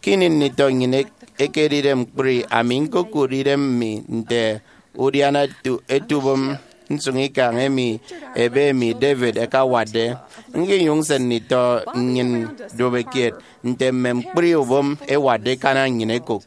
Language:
Efik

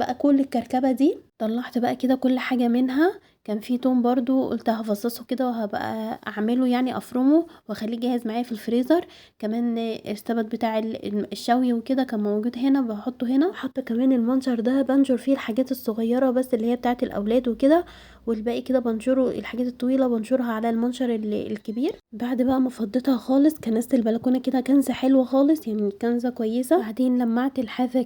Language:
Egyptian Arabic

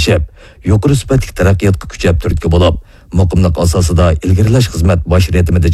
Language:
Uyghur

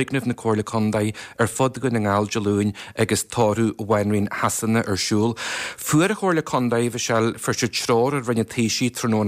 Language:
Irish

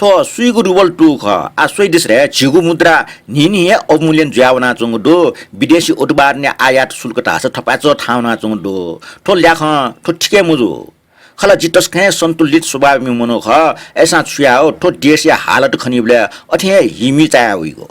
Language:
Newari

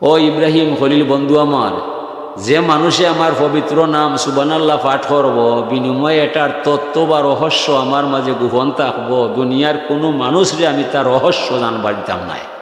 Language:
Sylheti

